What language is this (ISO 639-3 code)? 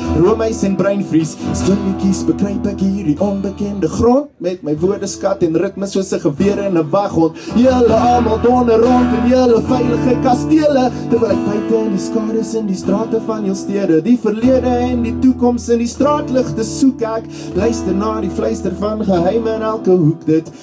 afr